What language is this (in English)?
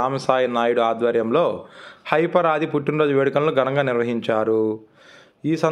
Telugu